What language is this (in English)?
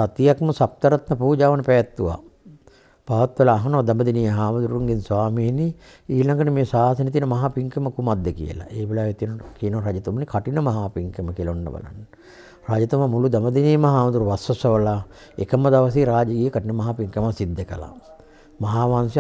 Sinhala